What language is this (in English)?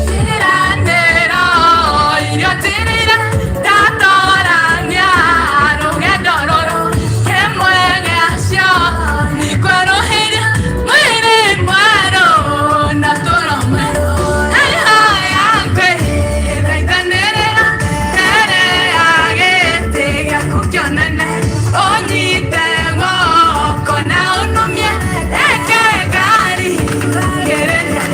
Kikuyu